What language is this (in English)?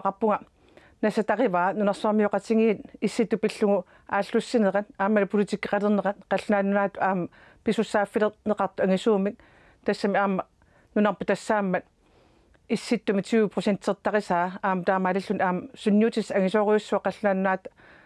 Kalaallisut